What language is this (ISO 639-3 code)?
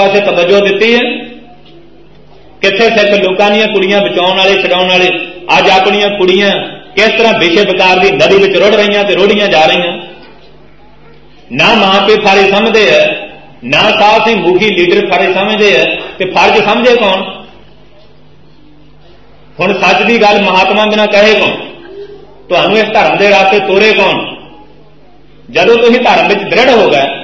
pan